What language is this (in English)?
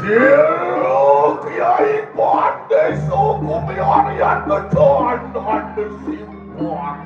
Balinese